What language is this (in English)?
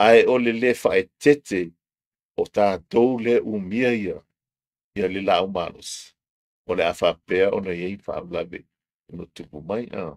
Samoan